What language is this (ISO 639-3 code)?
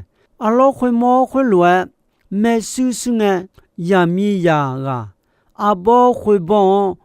ahk